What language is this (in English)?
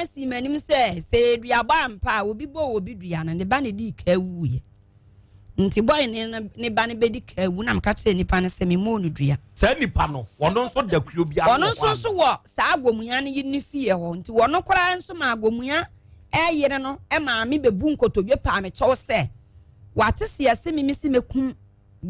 Akan